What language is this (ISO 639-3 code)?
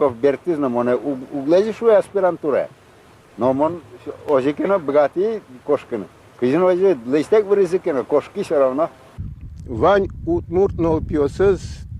udm